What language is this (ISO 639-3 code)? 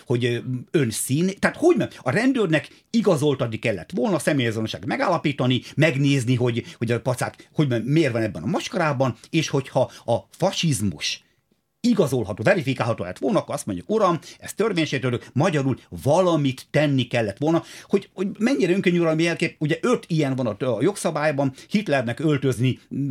hun